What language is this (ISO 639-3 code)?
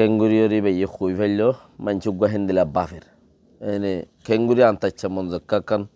rhg